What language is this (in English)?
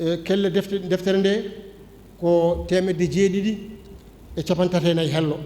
Fula